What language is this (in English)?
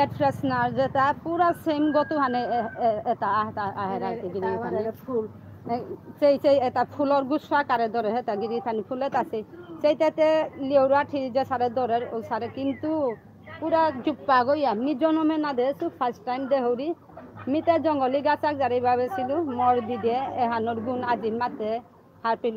Bishnupriya